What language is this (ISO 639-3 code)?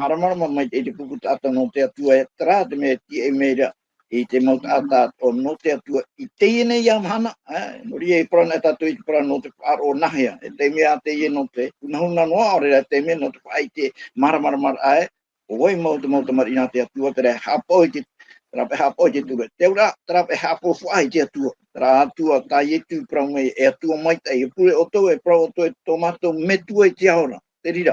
tah